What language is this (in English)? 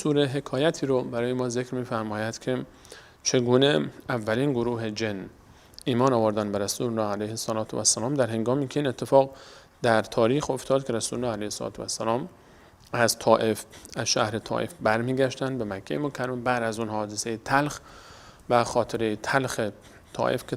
Persian